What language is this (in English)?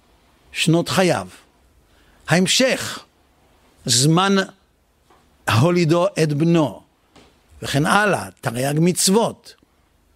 Hebrew